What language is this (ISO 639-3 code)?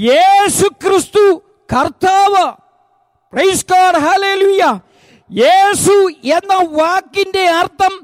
mal